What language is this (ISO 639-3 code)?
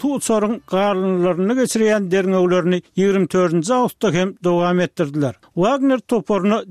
tuk